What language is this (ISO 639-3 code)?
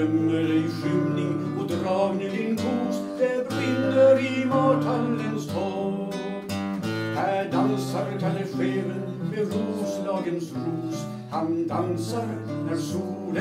swe